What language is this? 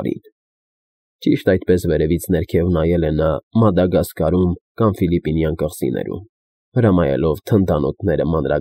Armenian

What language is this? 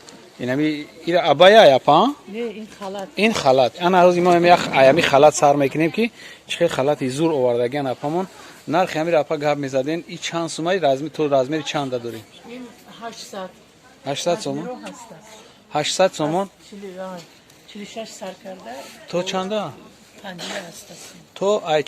Tajik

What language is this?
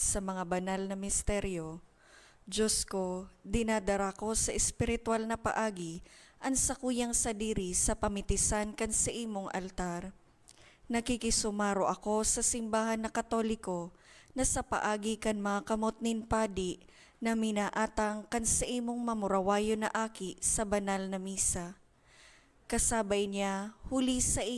Bikol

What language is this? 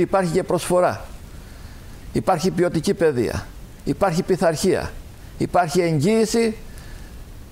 Greek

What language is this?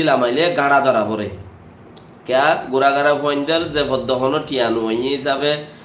Rohingya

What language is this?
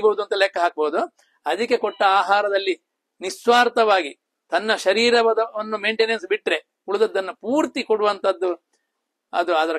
Kannada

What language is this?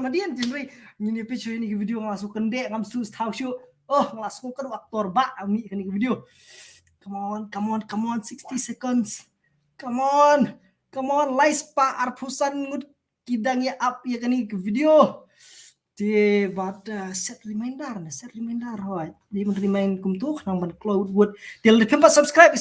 Khasi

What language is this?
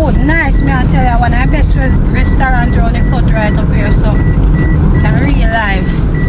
Jamaican Creole English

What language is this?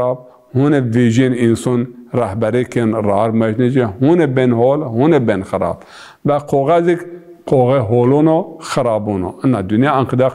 Zaza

